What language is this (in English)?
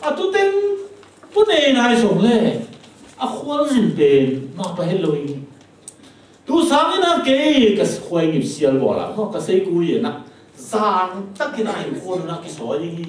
Tedim Chin